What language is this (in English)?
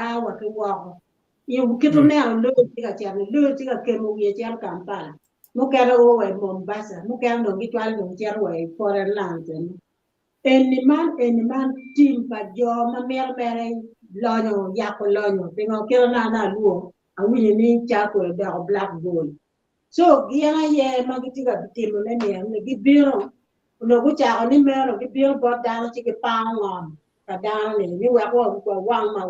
Acoli